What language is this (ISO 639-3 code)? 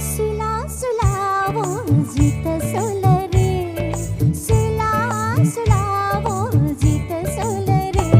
new